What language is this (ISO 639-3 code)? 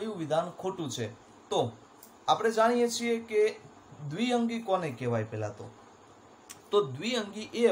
guj